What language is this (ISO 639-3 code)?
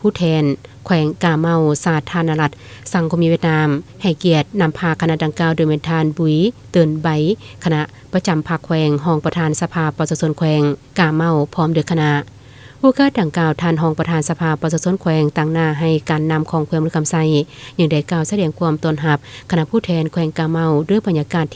lao